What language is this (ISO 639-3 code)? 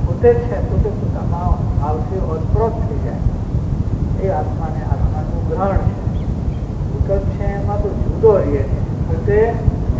guj